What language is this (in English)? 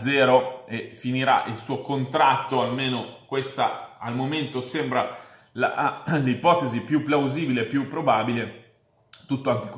Italian